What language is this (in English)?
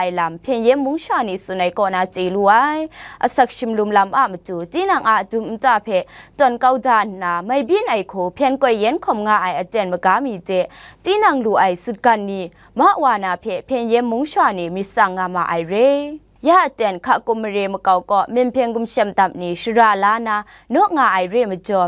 Kachin